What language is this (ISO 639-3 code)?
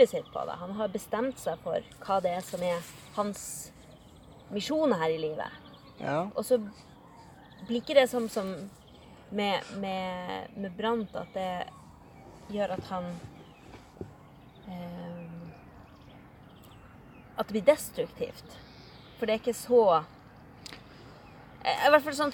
nor